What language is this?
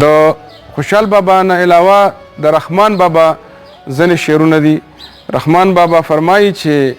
Pashto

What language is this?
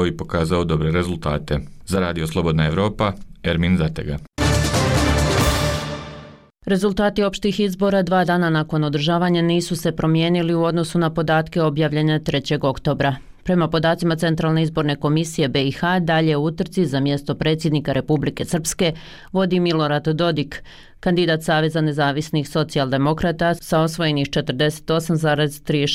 Bosnian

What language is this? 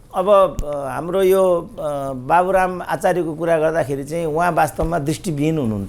Nepali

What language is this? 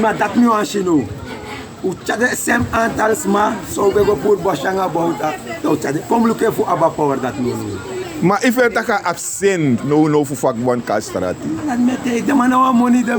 Sranan Tongo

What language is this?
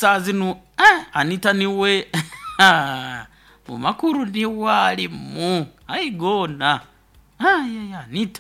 Nyoro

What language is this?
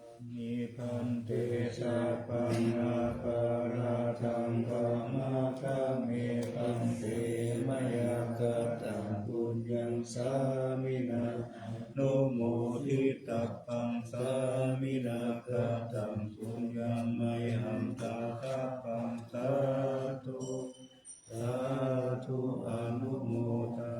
Pali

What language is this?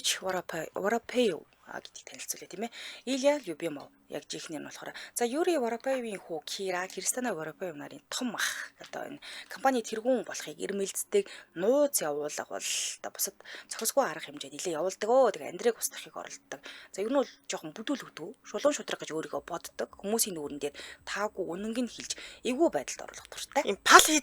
Mongolian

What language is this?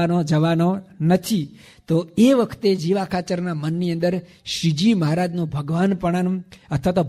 Gujarati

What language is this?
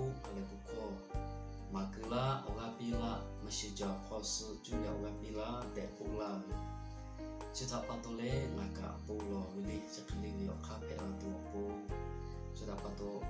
Lahu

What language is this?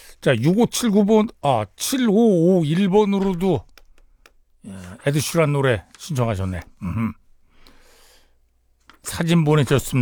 Korean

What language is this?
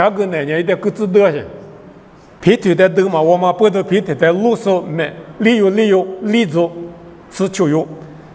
Lisu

